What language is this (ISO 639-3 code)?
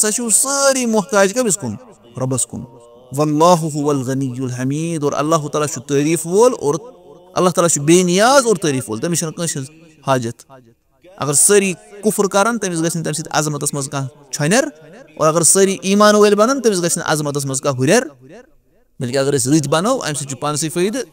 kas